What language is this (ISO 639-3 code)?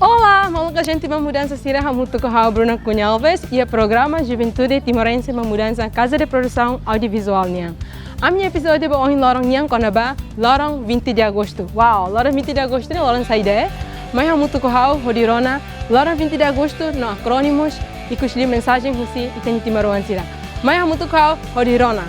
tet